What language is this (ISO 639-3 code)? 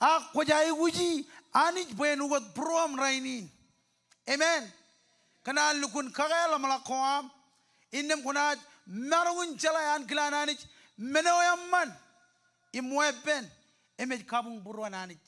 mah